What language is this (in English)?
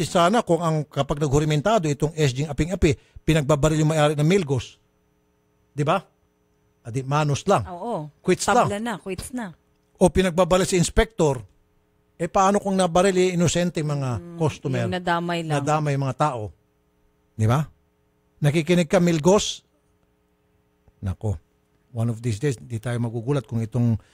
Filipino